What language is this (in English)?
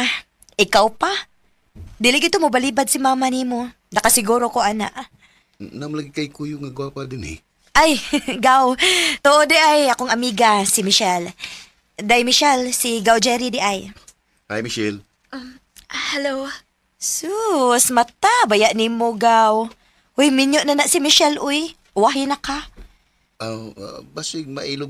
Cebuano